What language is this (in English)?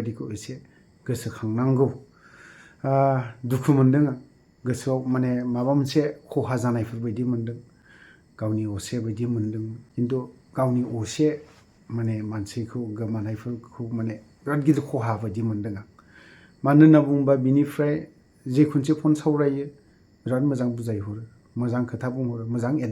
Bodo